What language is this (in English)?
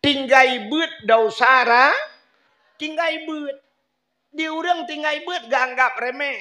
Achinese